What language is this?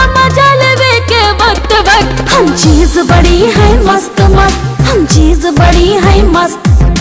Bhojpuri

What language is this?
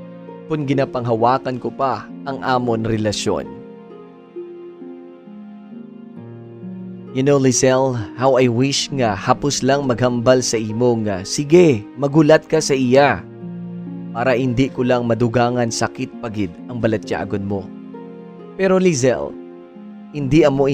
Hiligaynon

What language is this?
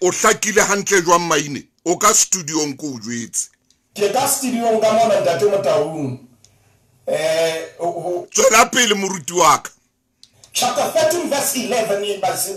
Southern Sotho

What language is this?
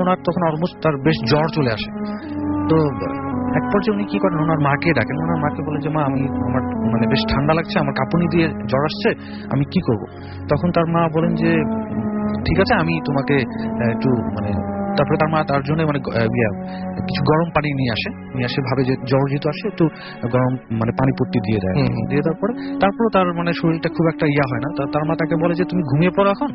Bangla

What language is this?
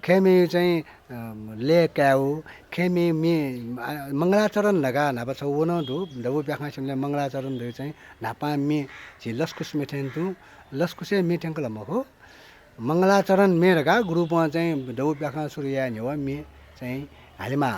Newari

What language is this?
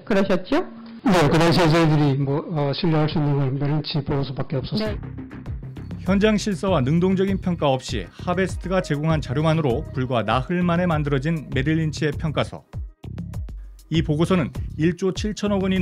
Korean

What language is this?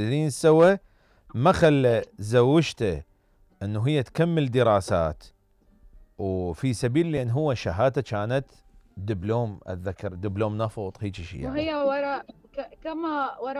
Mesopotamian Arabic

